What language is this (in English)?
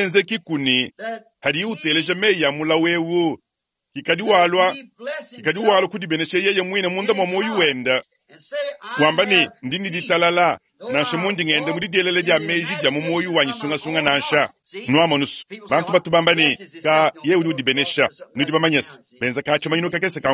Luba-Lulua